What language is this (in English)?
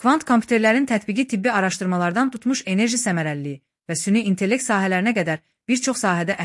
Azerbaijani